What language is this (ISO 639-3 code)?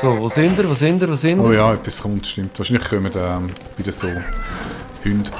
gsw